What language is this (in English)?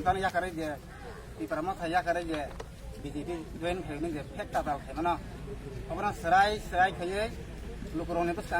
Kok Borok